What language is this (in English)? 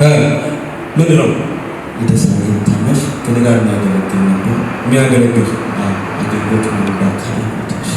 Amharic